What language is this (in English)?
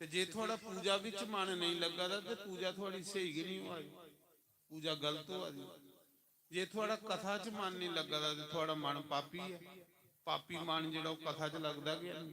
Dogri